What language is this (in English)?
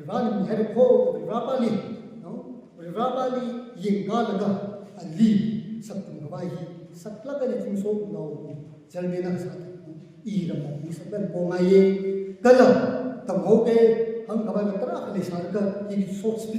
Tangkhul Naga (India)